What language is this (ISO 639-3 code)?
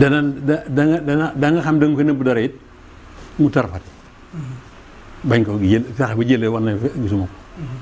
wol